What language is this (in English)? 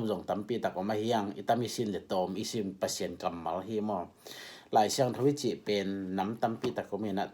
Tedim Chin